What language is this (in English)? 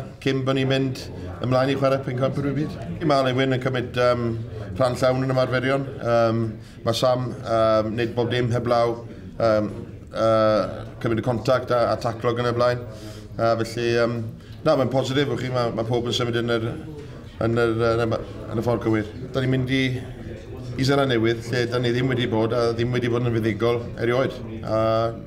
Welsh